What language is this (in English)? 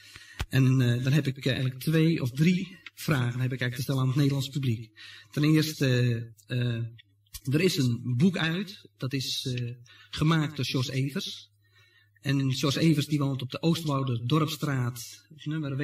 Dutch